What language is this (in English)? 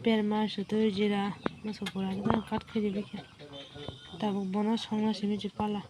Kok Borok